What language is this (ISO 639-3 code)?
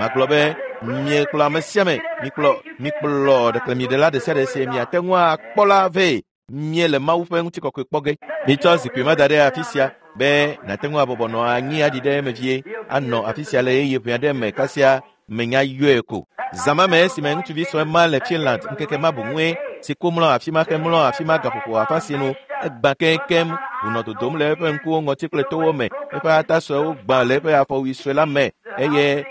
ewe